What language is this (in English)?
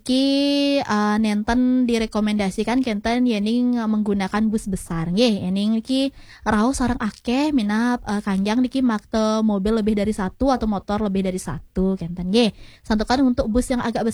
Balinese